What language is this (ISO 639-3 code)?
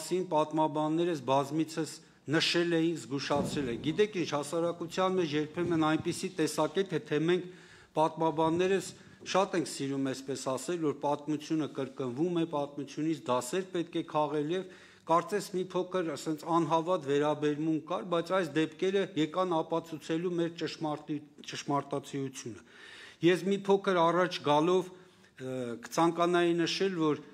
hye